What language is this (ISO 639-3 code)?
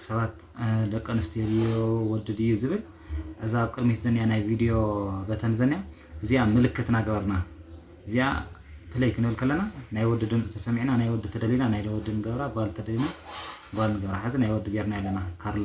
tir